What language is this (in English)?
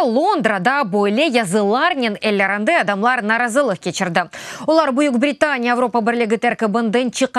Crimean Tatar